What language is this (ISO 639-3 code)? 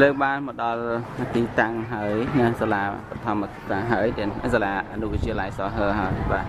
khm